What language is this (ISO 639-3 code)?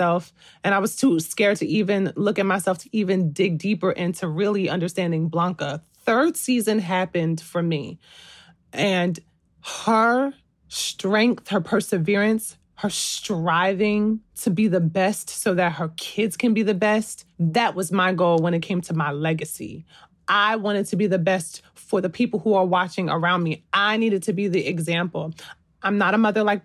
eng